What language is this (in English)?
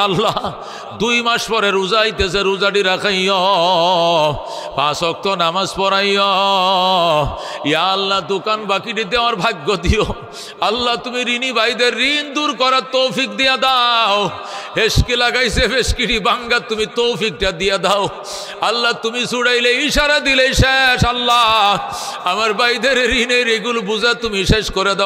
Bangla